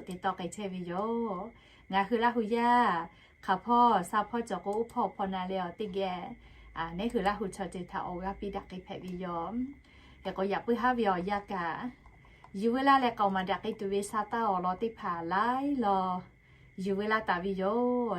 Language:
Lahu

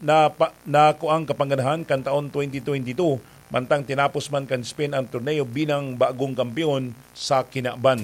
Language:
Bikol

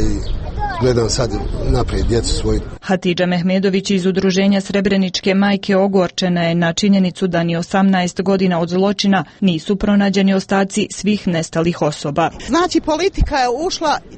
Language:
Serbian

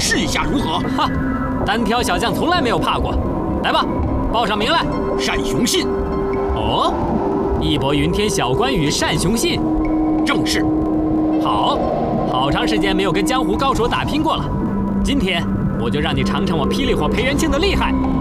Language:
Chinese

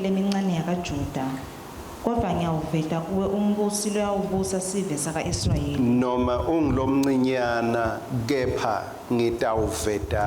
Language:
Swati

